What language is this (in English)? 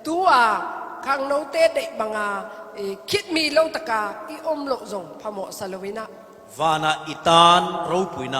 Falam Chin